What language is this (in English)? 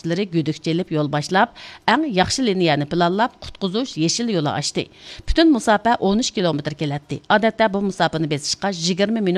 Uyghur